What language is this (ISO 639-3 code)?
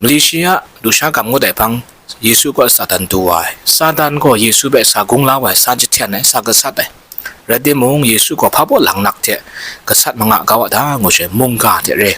kac